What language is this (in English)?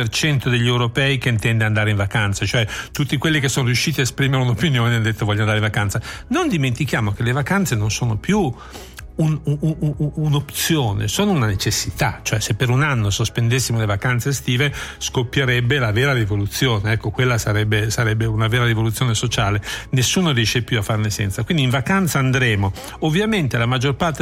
Italian